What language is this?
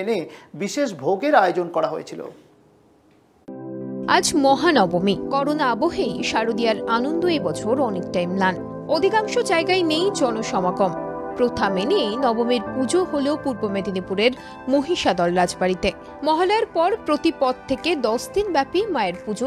Bangla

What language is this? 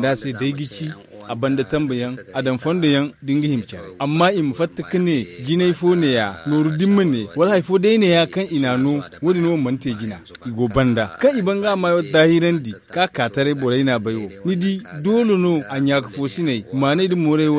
Zarma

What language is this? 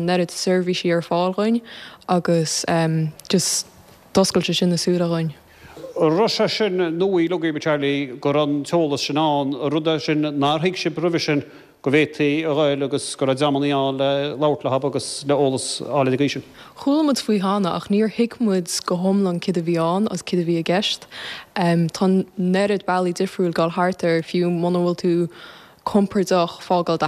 Irish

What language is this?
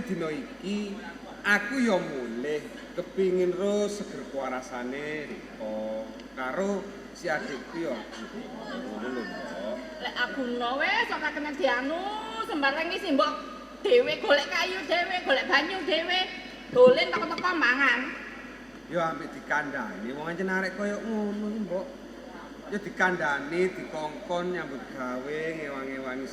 Javanese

